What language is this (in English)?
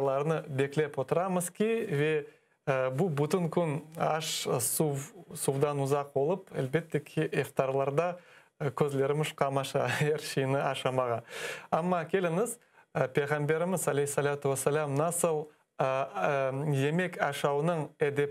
Crimean Tatar